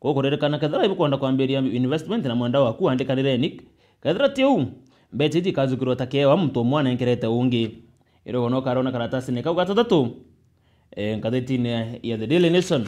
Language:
Meru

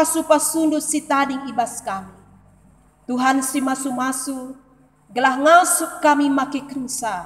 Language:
Batak Karo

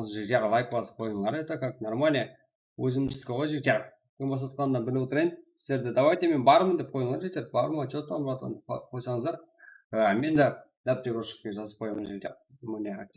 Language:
Kara-Kalpak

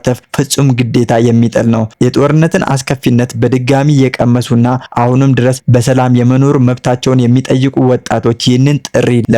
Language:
Amharic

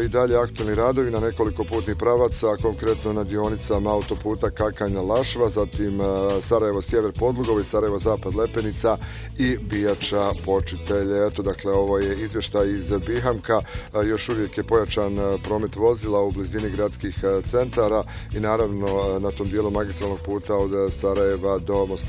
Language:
Bosnian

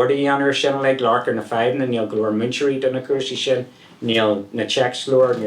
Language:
Irish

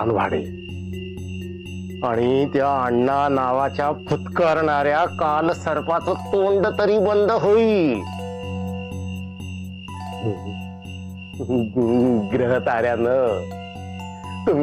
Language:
Marathi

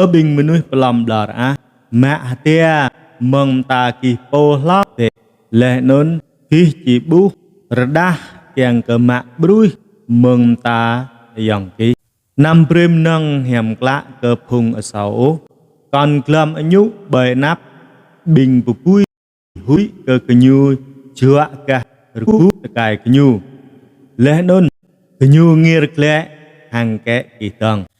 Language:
Jarai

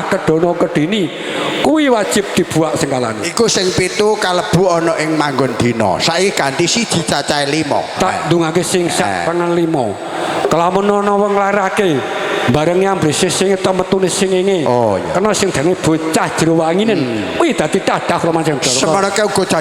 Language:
Javanese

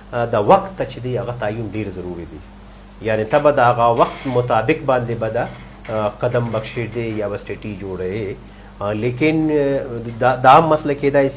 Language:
Pashto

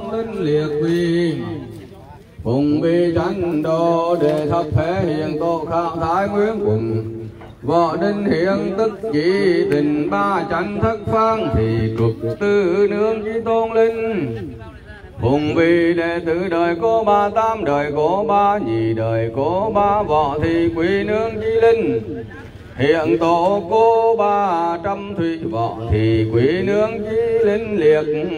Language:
Vietnamese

